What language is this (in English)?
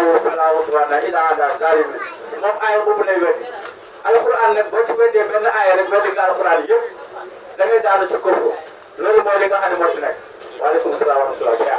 Wolof